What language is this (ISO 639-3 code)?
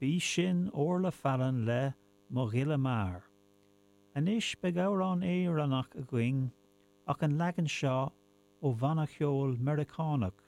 gle